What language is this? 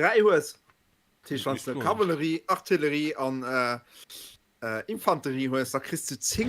Luxembourgish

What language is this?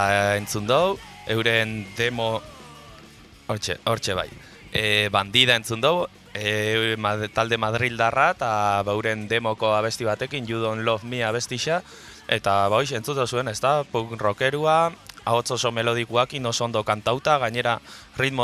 Basque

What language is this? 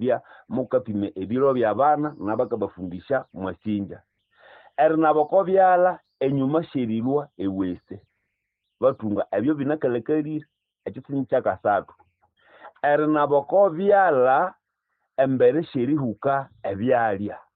Nande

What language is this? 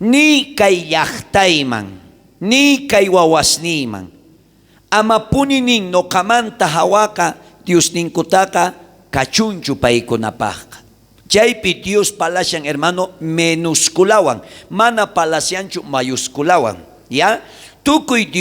South Bolivian Quechua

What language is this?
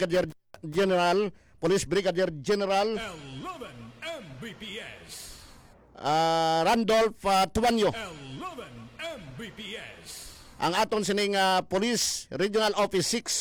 Hiligaynon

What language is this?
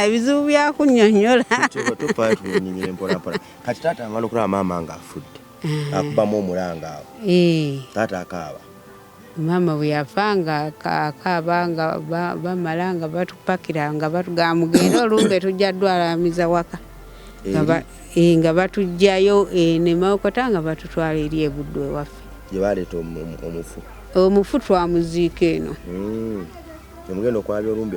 Ganda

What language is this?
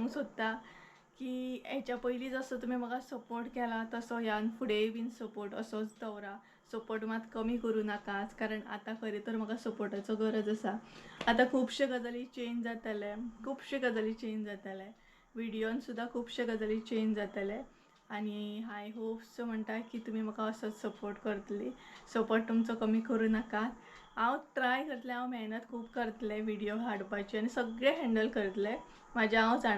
Konkani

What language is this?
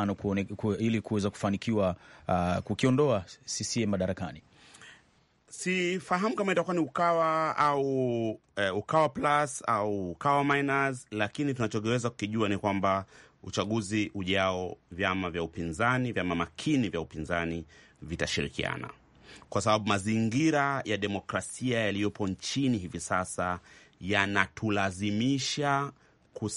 Swahili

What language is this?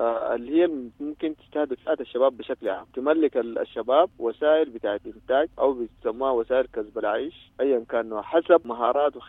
Sudanese Arabic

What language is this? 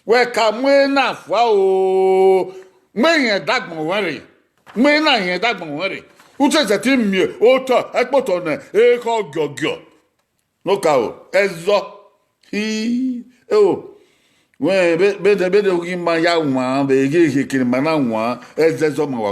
Bini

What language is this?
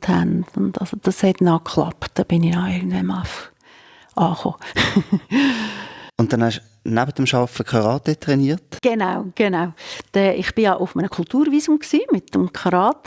Swiss German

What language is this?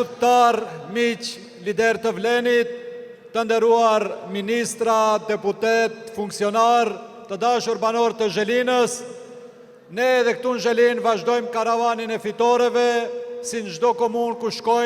Albanian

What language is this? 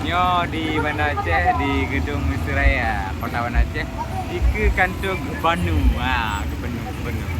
Achinese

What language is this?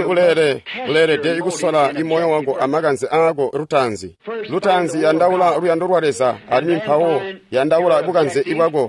Tonga (Zambia)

